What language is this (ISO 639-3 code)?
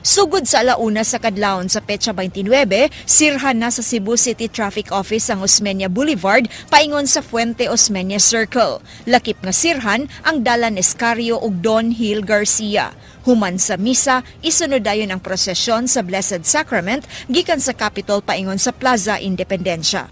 ceb